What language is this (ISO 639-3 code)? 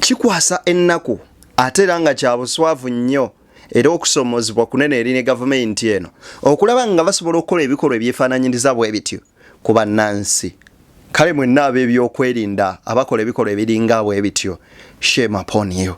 lug